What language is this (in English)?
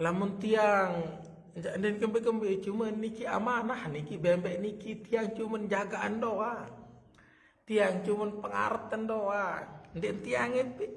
Sasak